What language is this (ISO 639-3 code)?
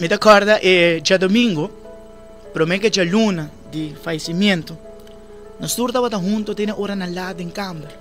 pap